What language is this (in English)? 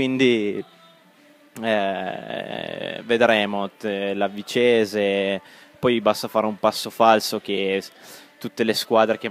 Italian